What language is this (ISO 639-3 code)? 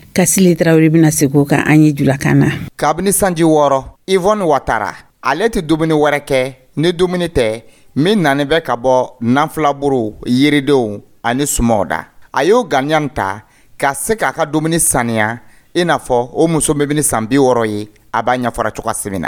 dyu